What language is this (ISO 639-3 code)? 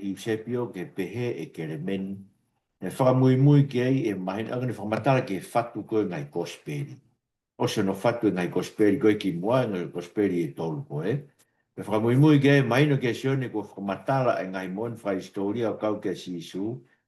ton